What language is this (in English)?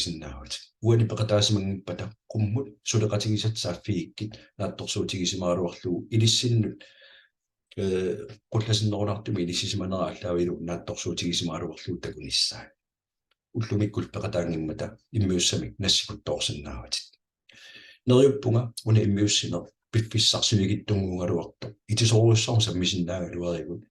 Kalaallisut